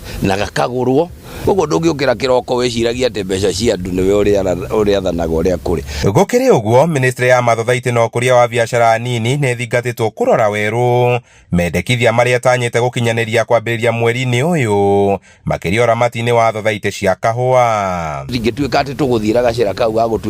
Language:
Kikuyu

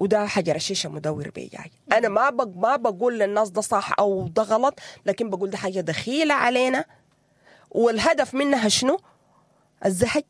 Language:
Sudanese Arabic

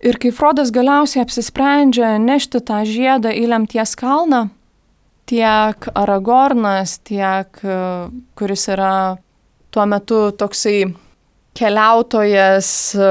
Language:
Lithuanian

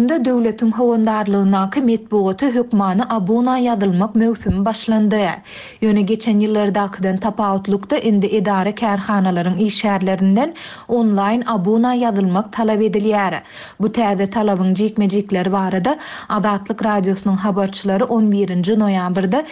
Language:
Turkmen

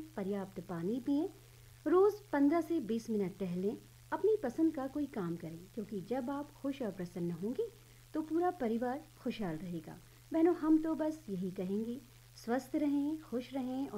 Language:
Hindi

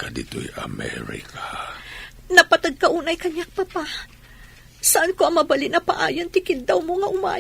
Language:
Iloko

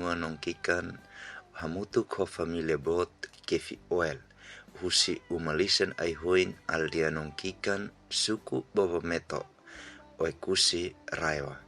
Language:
Tetum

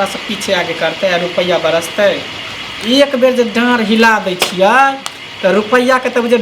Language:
Maithili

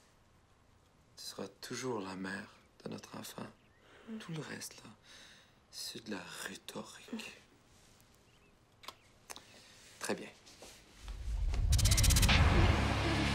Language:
French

